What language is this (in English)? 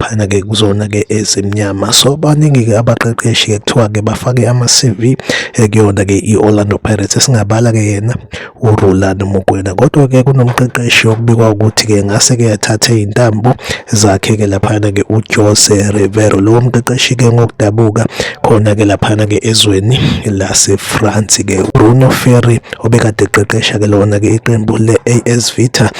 Zulu